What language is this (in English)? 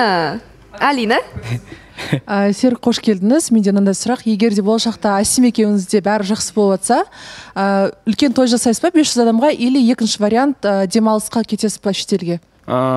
Kazakh